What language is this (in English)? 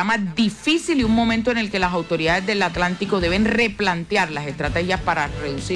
Spanish